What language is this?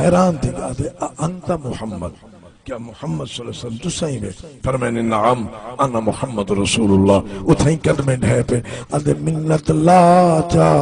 Saraiki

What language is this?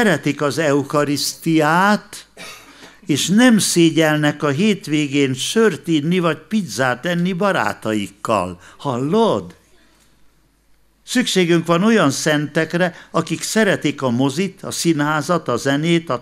Hungarian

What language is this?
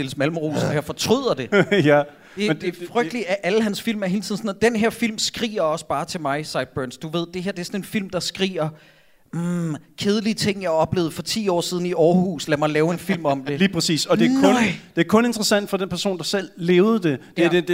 Danish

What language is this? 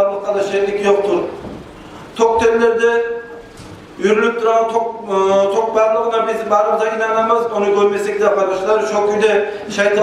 Kumyk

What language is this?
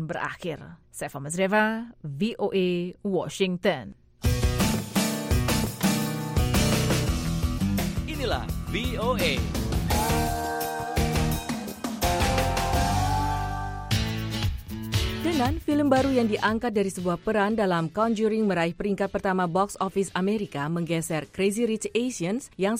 Indonesian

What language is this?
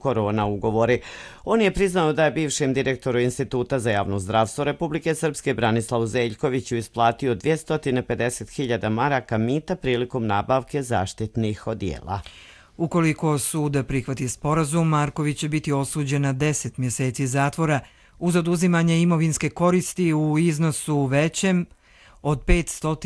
Croatian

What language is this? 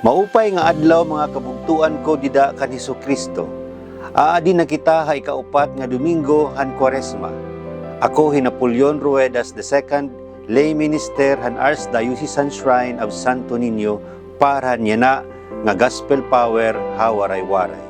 Waray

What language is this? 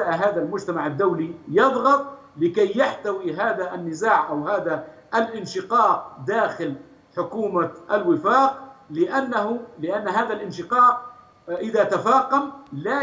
Arabic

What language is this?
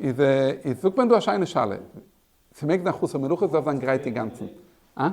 Yiddish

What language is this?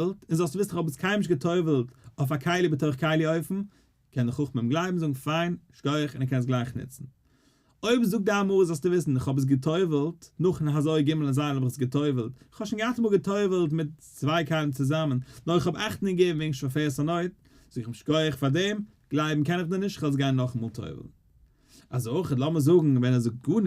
Yiddish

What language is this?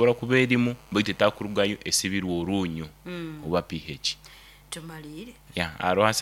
Nyoro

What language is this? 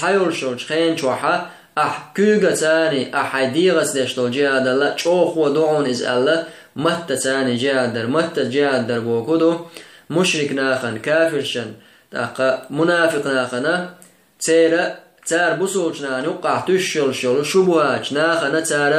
Chechen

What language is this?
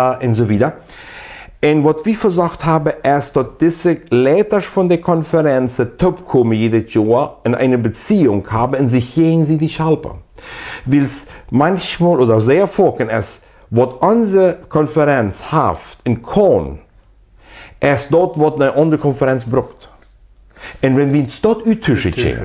Plautdietsch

